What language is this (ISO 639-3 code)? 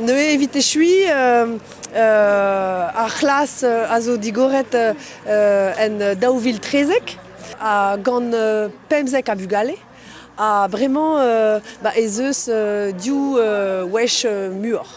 bre